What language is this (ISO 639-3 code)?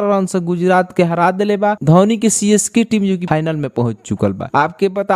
bho